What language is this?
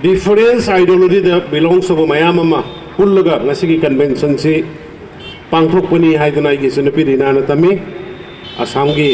Manipuri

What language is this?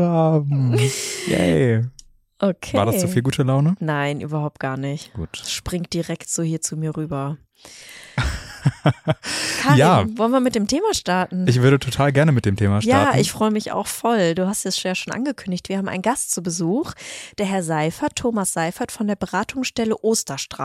German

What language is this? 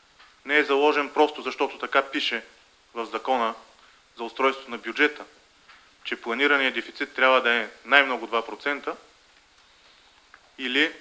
Bulgarian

